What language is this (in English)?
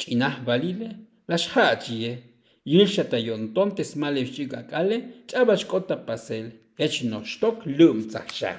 Tzotzil